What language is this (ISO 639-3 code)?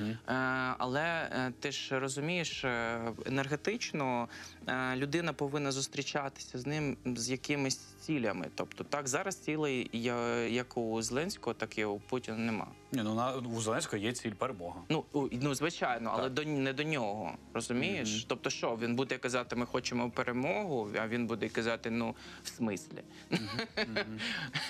ukr